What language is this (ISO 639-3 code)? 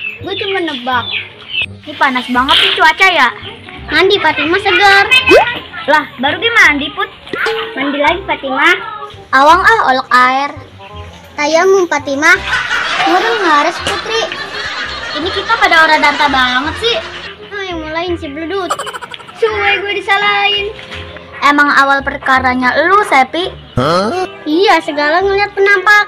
bew